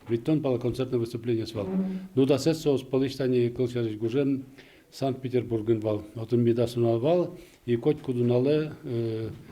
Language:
Udmurt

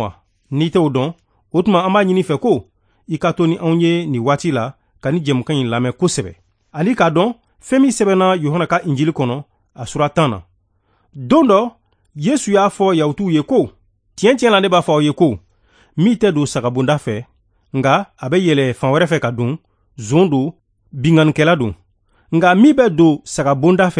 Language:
Bambara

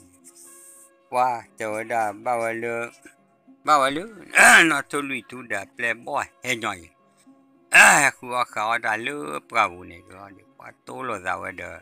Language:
S'gaw Karen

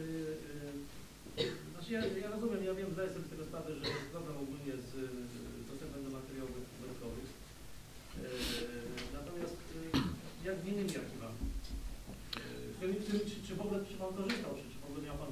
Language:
Polish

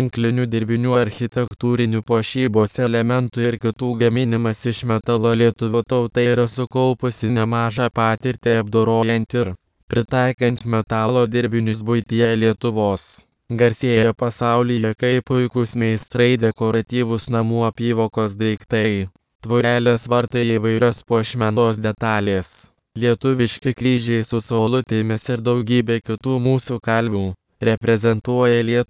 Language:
Lithuanian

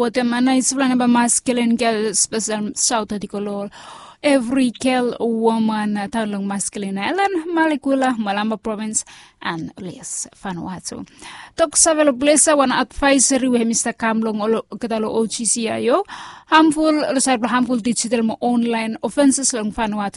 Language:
Bislama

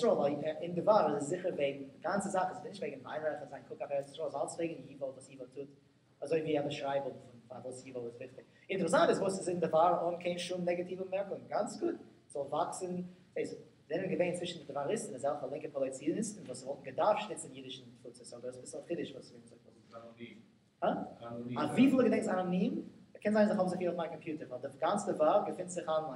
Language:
Yiddish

